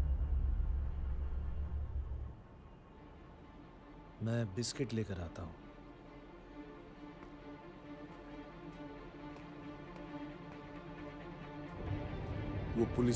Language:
Hindi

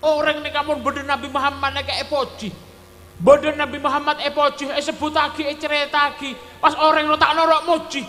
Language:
Madurese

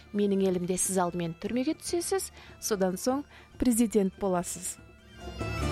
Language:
Kazakh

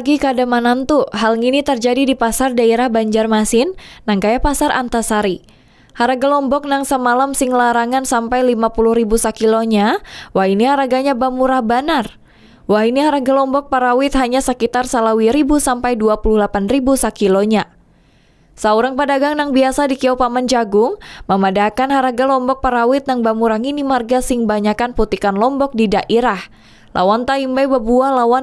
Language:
Banjar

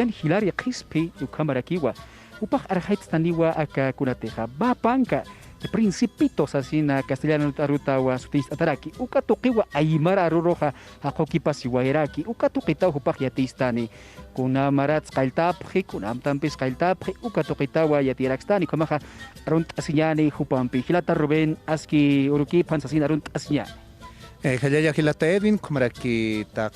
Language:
Aymara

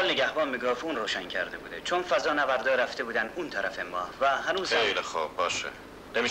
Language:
Persian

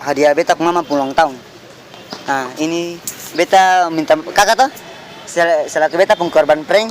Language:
Ambonese Malay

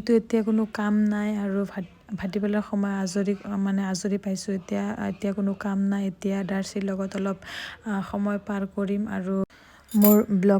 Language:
Assamese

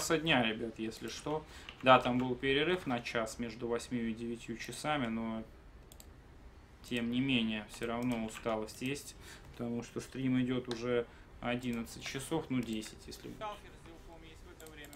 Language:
Russian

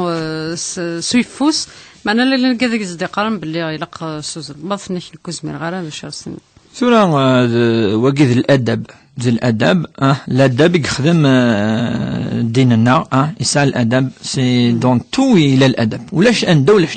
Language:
Kabyle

